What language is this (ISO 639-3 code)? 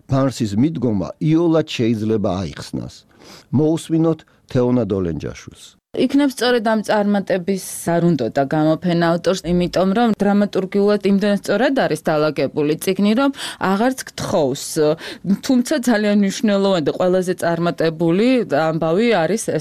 kat